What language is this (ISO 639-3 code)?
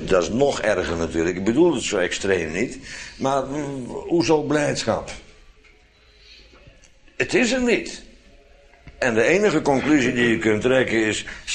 nld